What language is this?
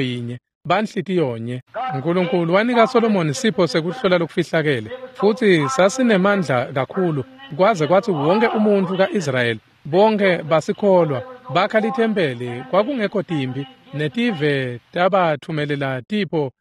Swati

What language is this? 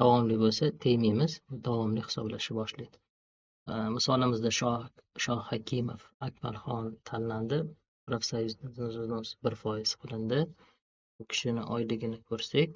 Uzbek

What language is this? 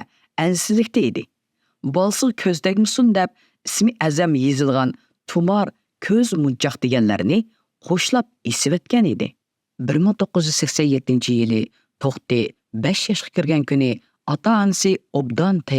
Uyghur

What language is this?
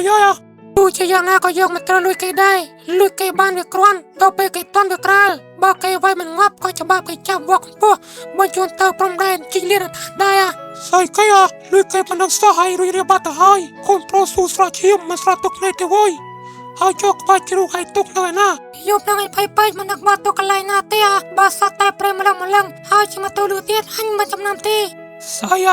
Khmer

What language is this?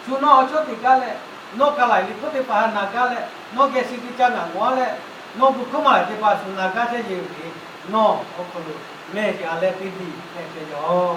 Lahu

